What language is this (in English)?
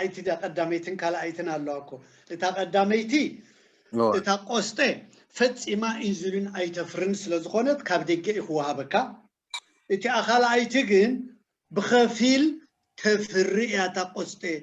Tigrinya